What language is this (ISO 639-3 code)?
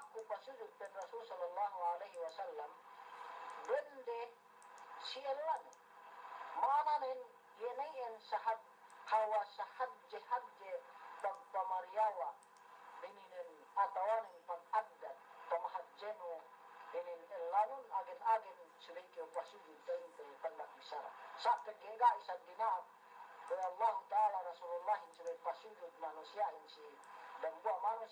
yka